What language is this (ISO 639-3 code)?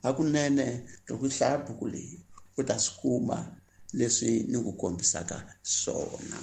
tso